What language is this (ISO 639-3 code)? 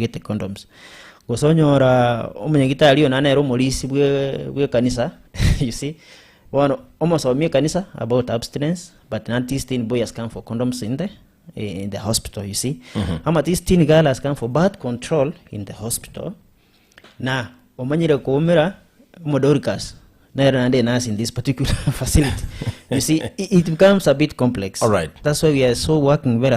guz